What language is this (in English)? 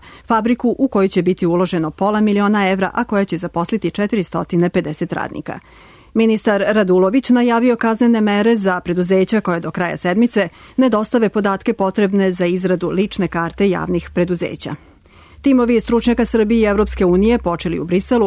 Serbian